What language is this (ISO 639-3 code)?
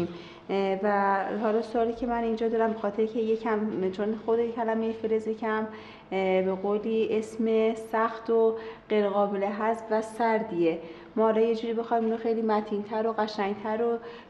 fas